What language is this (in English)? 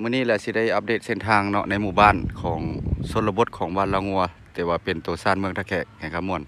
Lao